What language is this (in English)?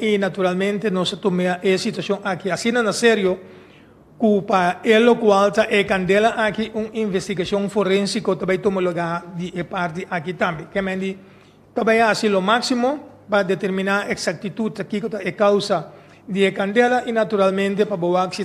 Papiamento